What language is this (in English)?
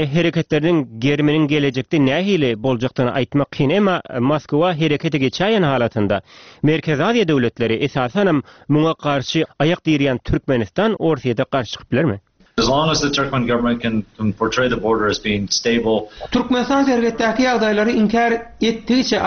Turkmen